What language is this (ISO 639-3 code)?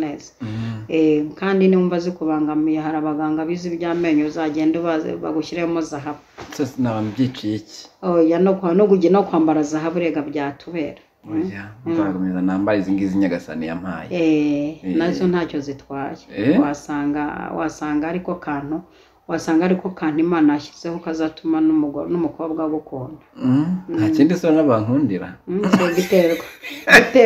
kin